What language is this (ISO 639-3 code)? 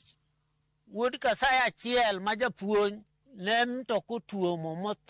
luo